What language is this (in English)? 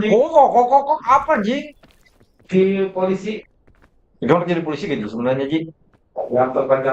Banjar